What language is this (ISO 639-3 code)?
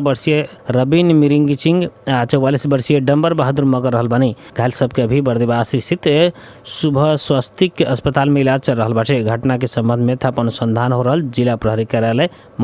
bho